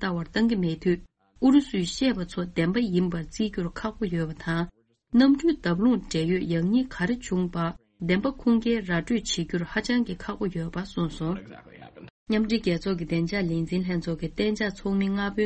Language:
Tibetan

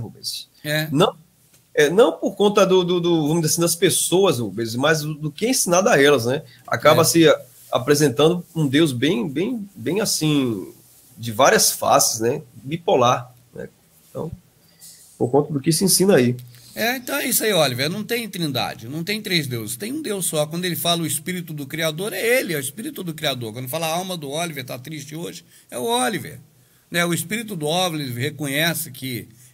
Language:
Portuguese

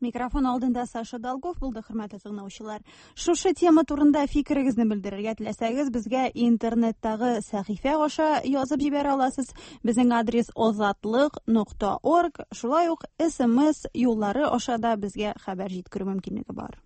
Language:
Tatar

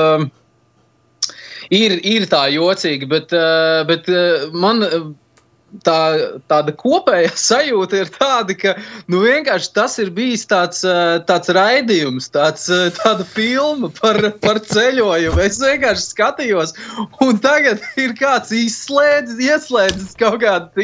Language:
Latvian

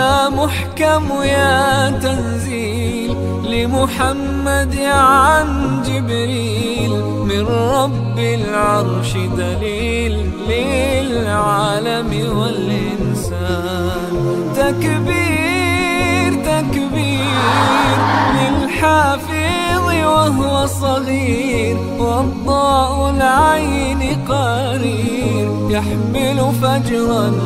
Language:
Arabic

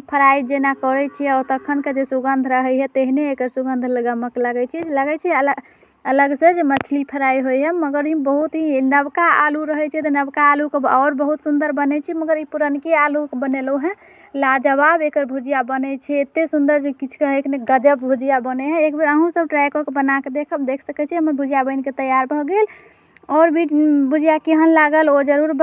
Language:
Maithili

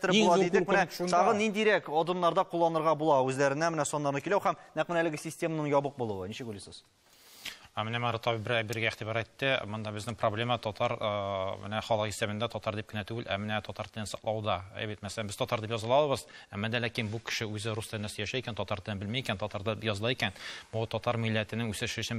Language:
Tatar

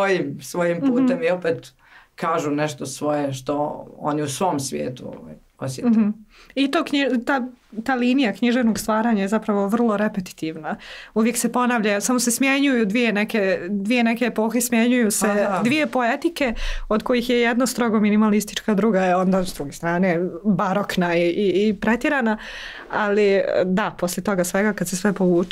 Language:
Croatian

